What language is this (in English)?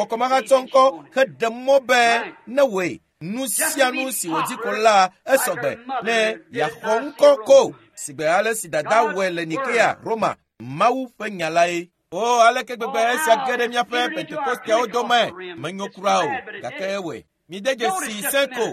Ewe